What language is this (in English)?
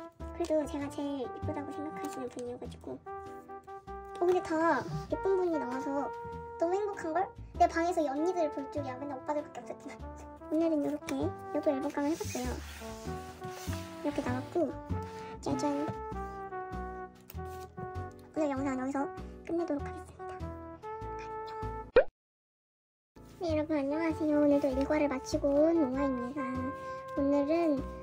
Korean